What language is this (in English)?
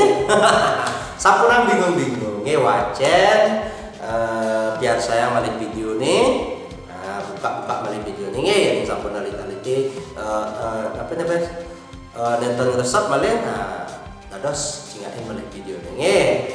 Balinese